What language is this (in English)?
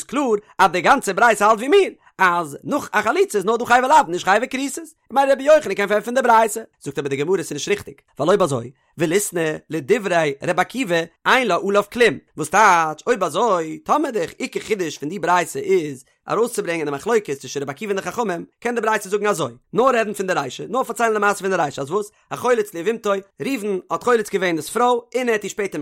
Yiddish